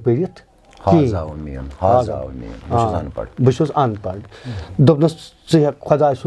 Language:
Kashmiri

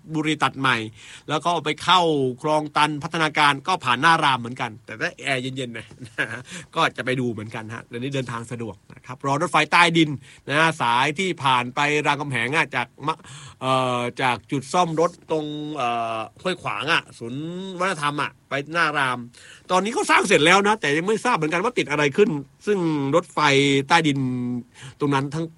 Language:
Thai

